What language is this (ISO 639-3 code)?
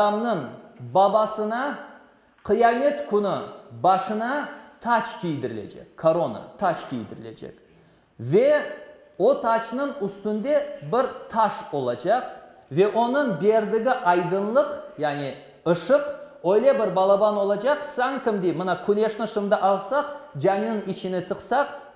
crh